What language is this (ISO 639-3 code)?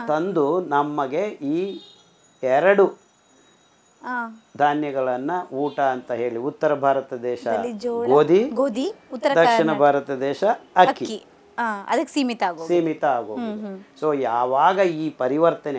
kan